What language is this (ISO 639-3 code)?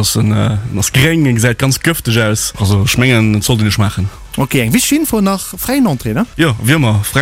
ltz